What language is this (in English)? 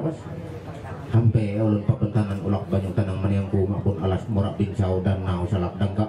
Ma'anyan